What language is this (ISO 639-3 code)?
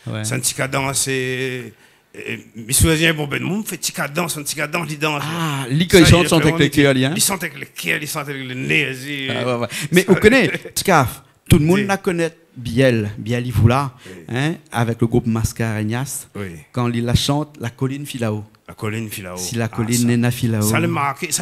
rcf